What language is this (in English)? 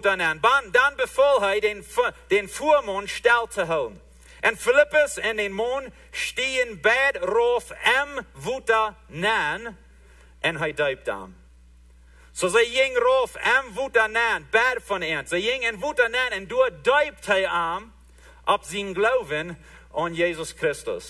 Plautdietsch